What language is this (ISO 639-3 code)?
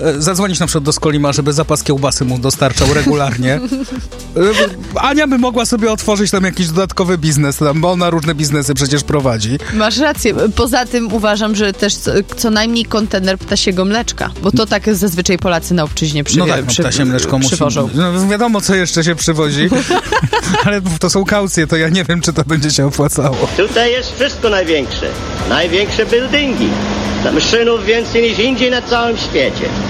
pol